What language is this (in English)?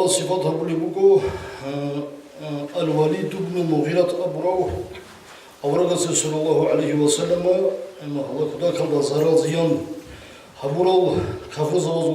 Avaric